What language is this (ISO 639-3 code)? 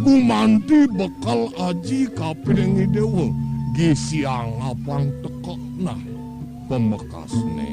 ban